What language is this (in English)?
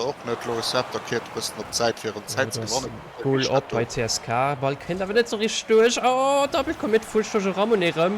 Luxembourgish